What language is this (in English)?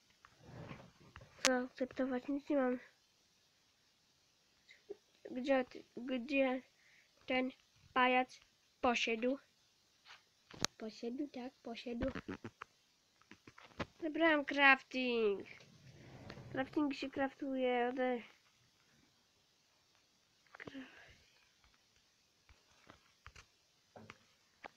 Polish